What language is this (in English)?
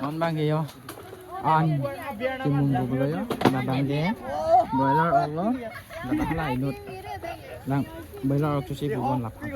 Karbi